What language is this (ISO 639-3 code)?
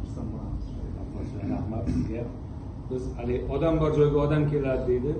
uzb